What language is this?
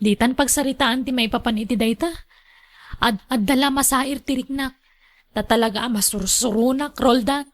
Iloko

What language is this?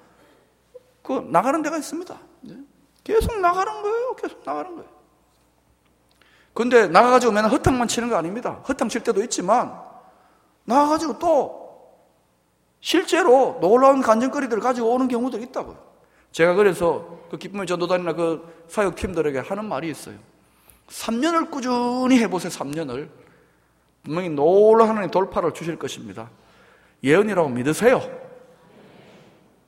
Korean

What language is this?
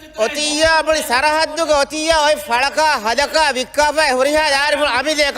Divehi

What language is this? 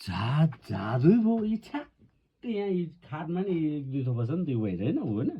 Nepali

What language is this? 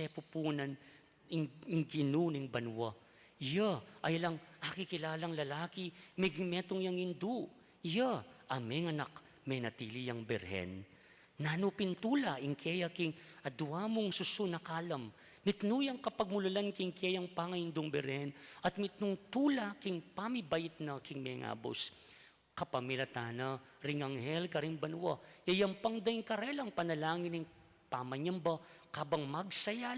Pampanga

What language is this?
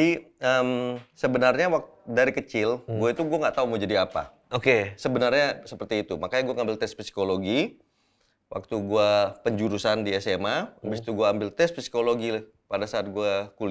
Indonesian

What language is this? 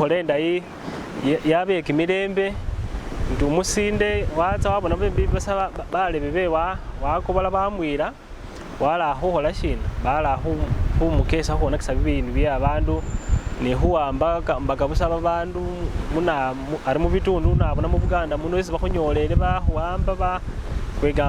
Masaaba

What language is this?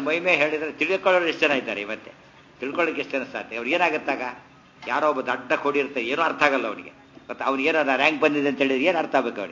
Kannada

